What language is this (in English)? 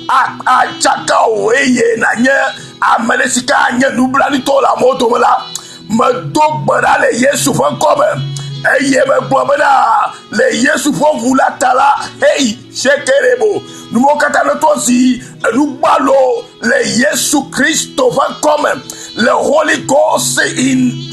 Ewe